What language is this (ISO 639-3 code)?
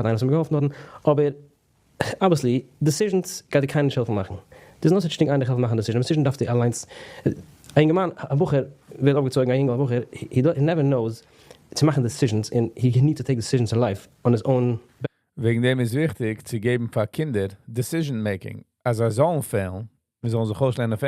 yid